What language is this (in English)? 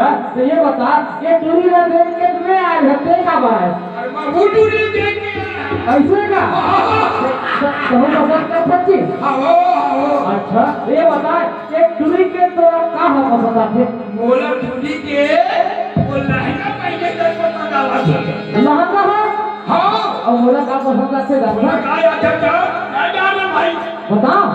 Chhattisgarhi